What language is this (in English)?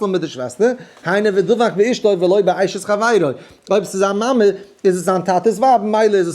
Yiddish